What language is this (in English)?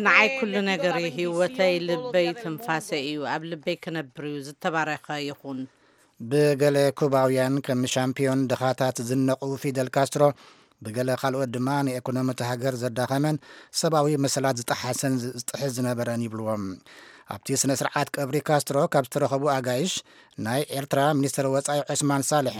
Tigrinya